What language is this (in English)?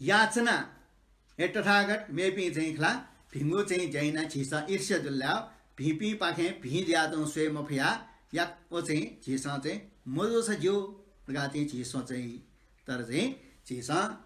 Newari